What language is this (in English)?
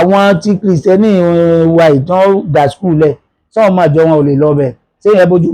Yoruba